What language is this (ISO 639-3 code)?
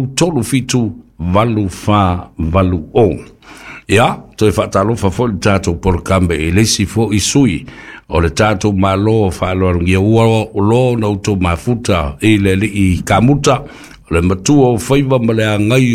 smo